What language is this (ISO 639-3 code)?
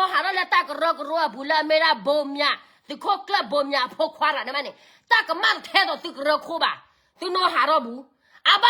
ksw